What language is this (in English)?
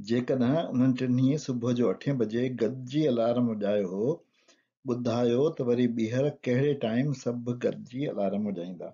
Sindhi